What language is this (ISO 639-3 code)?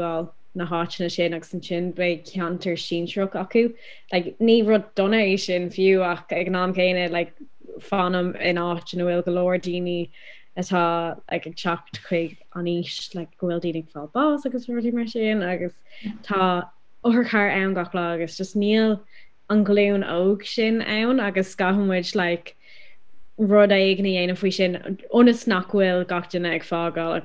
gle